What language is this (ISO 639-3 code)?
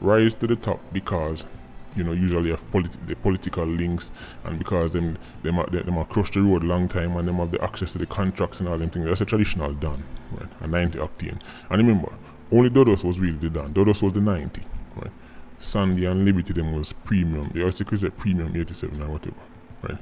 jam